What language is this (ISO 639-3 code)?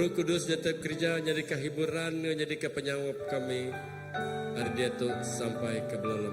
iba